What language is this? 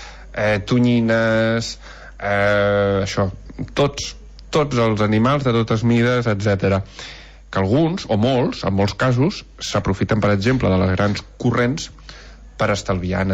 Catalan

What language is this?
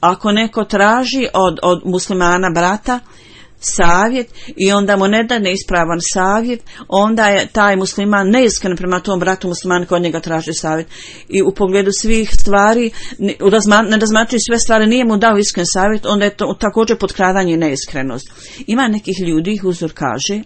Bosnian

